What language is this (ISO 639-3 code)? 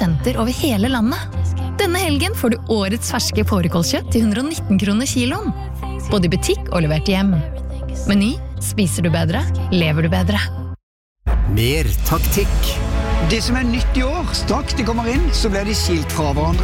nor